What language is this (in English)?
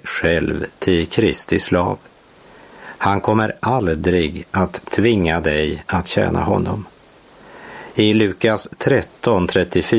Swedish